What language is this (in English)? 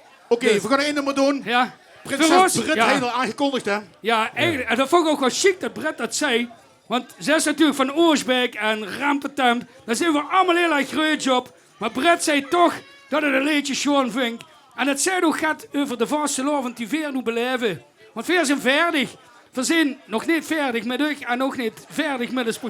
Limburgish